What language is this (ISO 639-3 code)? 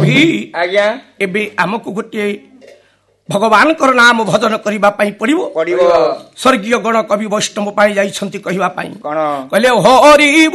ori